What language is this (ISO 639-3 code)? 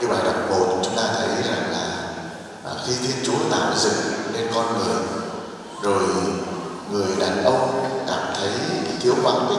vie